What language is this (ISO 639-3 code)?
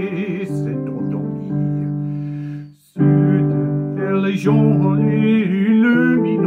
fra